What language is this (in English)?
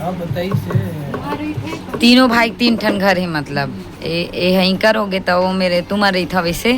Chhattisgarhi